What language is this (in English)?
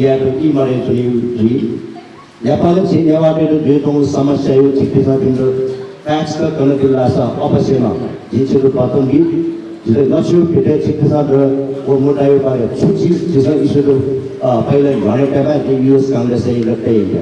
Newari